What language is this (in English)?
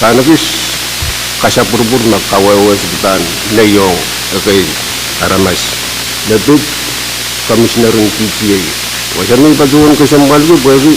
Pohnpeian